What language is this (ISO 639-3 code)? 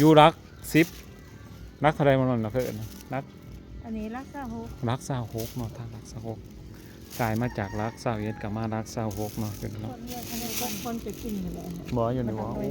lao